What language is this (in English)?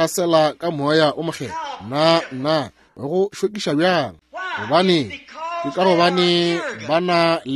Northern Sotho